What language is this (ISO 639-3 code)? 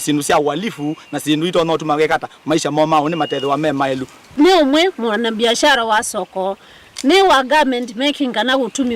kam